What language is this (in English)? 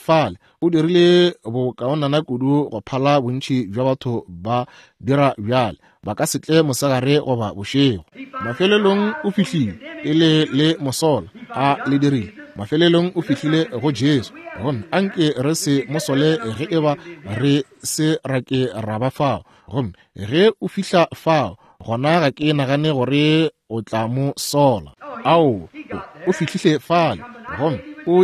Northern Sotho